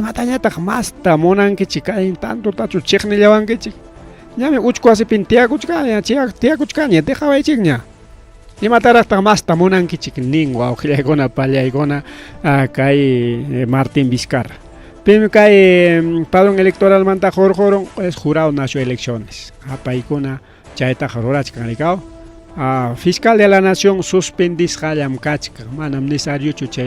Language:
Ayacucho Quechua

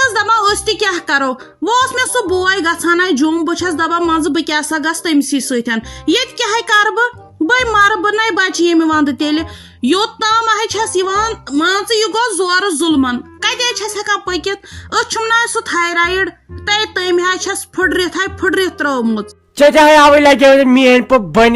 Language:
Kashmiri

